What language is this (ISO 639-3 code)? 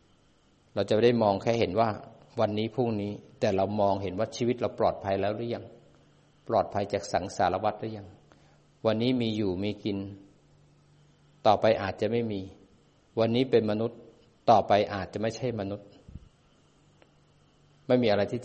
tha